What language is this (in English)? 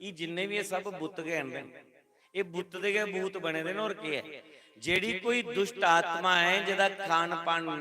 Dogri